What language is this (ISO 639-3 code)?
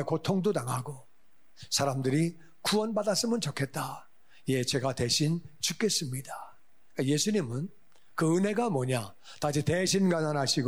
kor